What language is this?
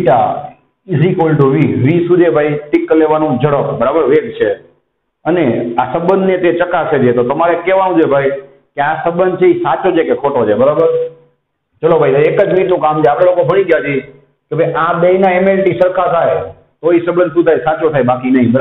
Gujarati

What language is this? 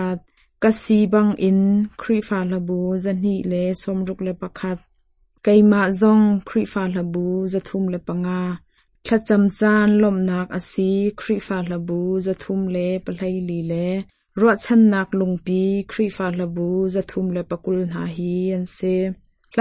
Hakha Chin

